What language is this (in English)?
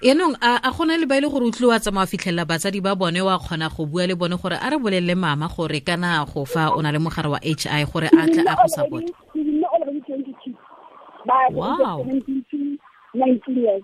Tswana